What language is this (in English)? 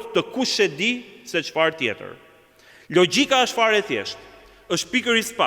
Albanian